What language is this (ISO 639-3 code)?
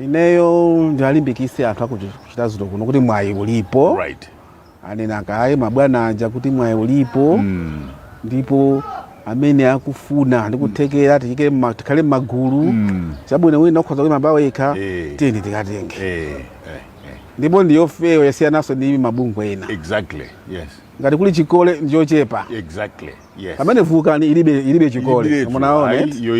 nya